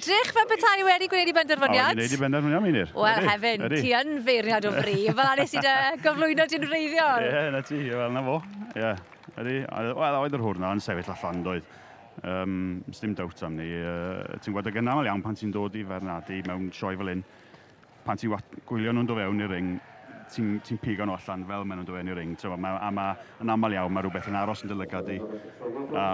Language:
Welsh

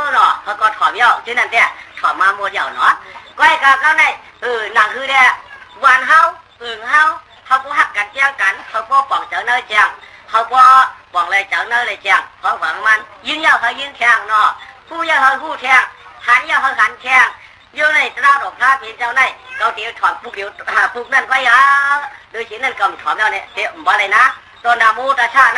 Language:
Shan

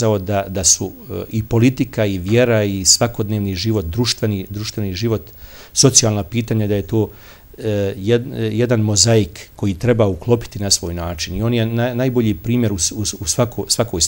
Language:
Bosnian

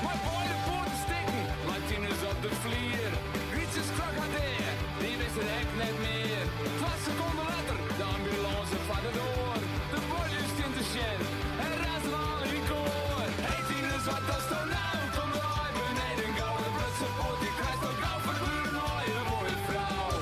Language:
Western Frisian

